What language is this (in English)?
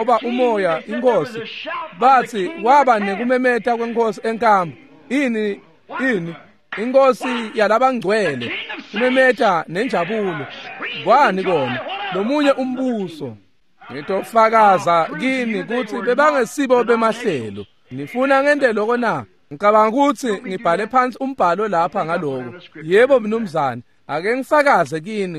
Swati